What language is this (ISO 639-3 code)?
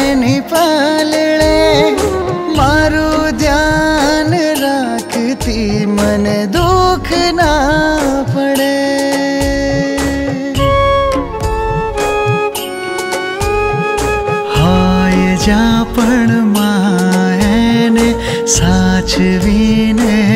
guj